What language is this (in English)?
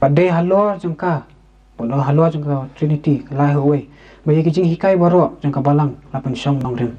Khasi